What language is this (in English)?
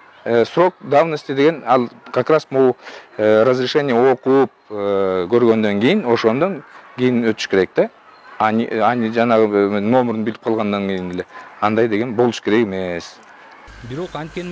Kyrgyz